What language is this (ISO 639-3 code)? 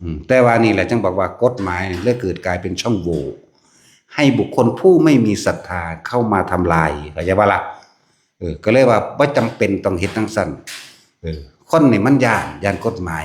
tts